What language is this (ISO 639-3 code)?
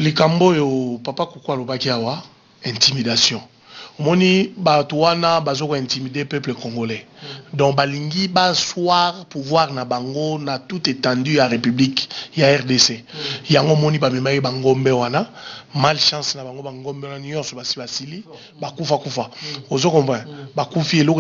lin